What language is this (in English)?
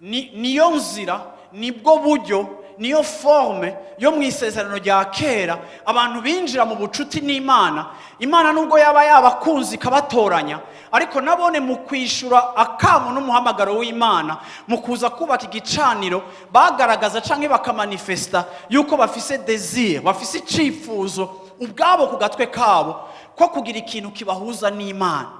Rundi